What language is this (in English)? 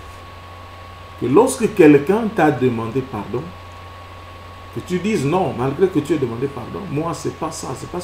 French